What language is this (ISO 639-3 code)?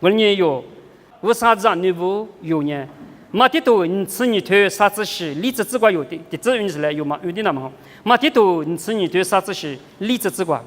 lis